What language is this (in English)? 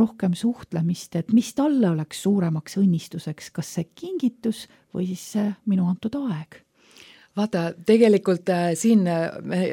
Estonian